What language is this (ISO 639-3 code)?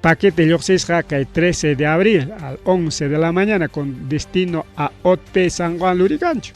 quy